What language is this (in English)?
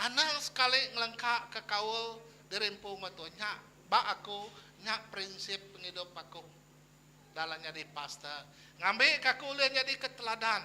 Iban